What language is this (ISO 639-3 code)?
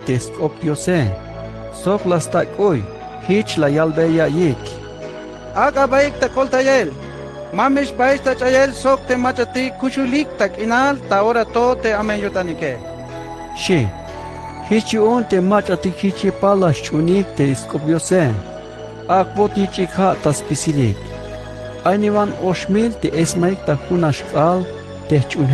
tzh